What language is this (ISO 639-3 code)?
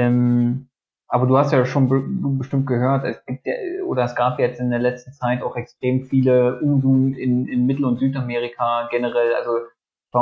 deu